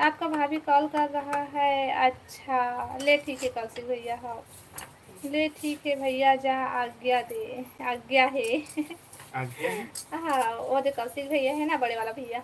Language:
Chhattisgarhi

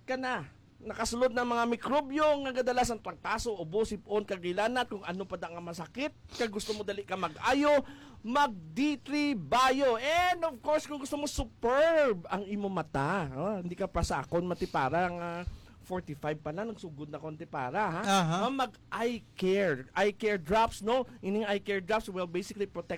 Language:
Hiligaynon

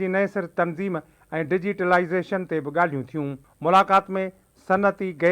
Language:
Sindhi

